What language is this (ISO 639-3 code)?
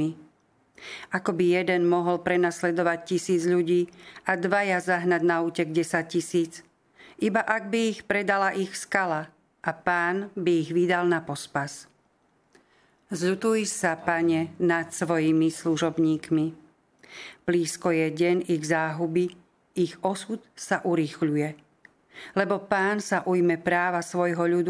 slk